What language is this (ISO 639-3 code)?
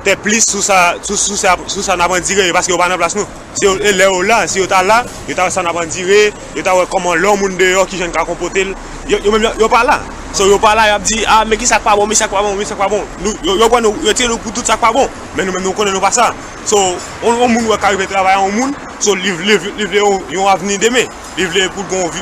hat